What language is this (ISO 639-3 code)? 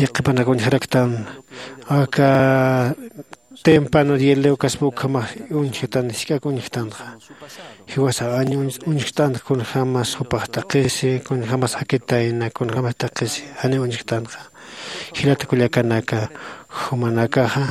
aym